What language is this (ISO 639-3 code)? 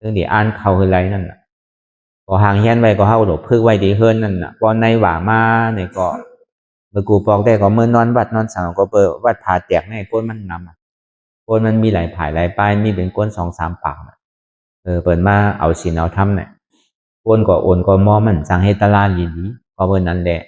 shn